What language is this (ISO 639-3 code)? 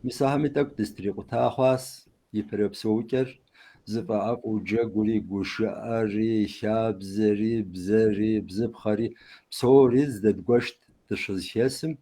kbd